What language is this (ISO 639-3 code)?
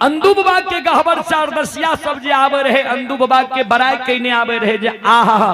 mai